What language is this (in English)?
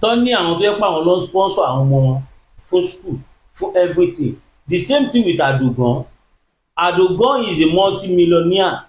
Yoruba